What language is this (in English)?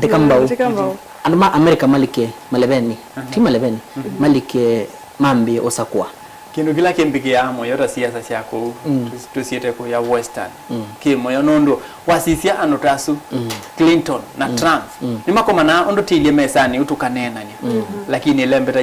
Kamba